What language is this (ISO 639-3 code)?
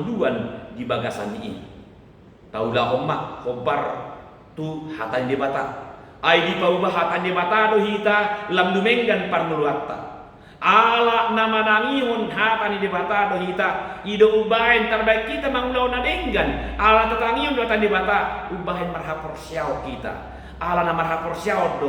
bbc